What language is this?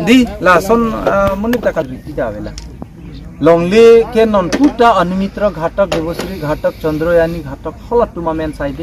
Karbi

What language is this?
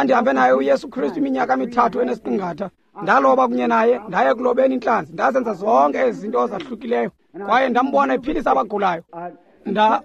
Xhosa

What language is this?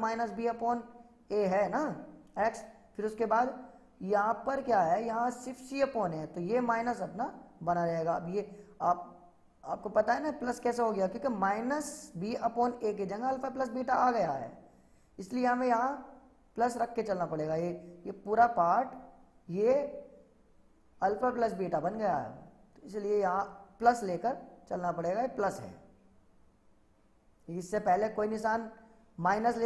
Hindi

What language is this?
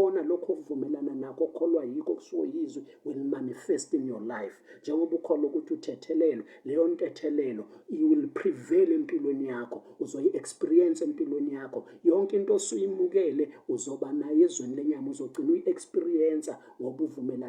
Zulu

